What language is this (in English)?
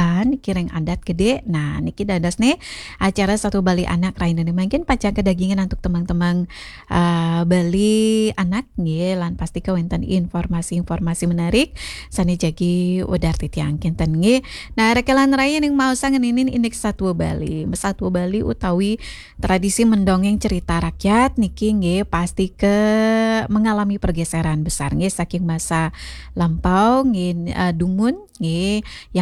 Balinese